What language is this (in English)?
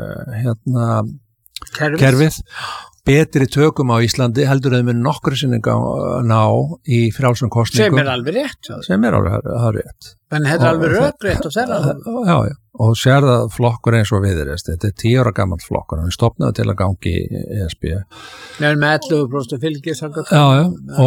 Icelandic